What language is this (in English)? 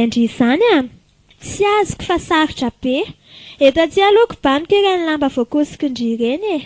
Malagasy